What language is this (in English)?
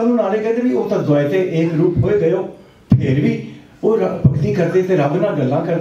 Punjabi